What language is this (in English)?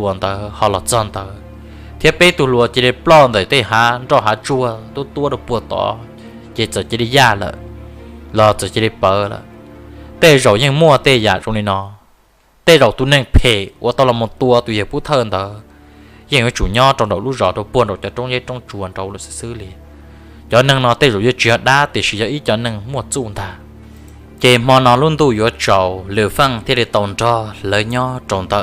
Hmong